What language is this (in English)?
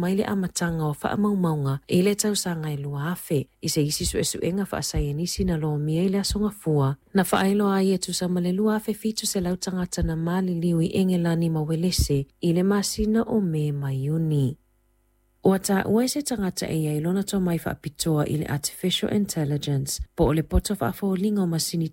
Samoan